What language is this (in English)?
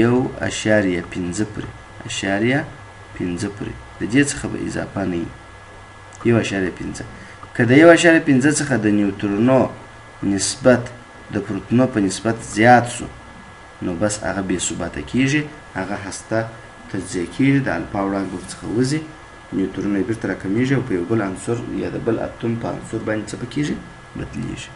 Pashto